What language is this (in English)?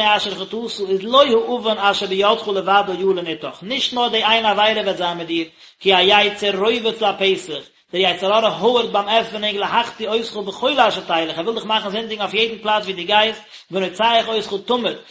Yiddish